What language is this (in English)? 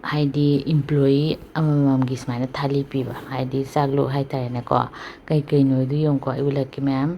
Manipuri